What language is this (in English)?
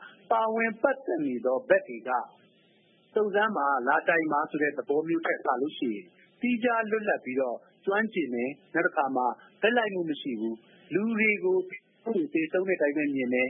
Burmese